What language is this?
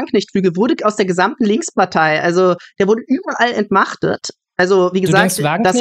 German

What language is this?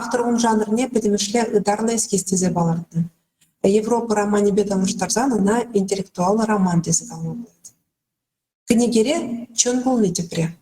Chuvash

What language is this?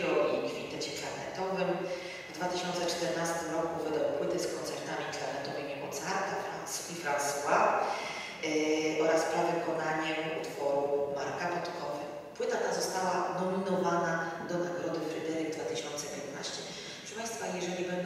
Polish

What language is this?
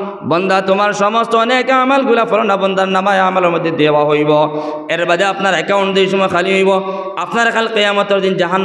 Sylheti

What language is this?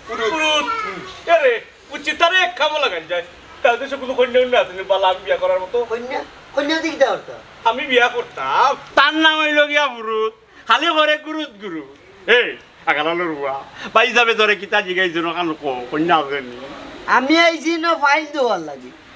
Sylheti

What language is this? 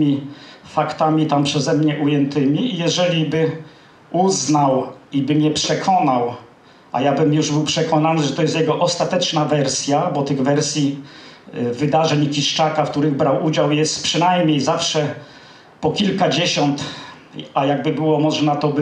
Polish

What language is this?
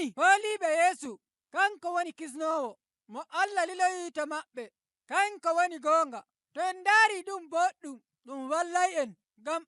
Nigerian Fulfulde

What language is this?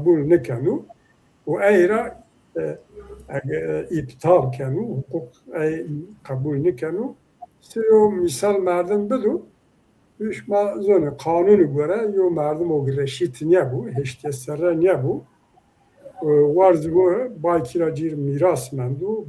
Zaza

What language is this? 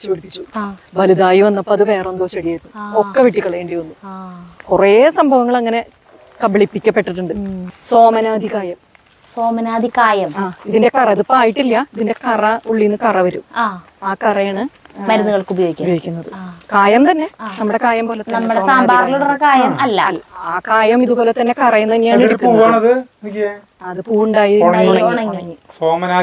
Malayalam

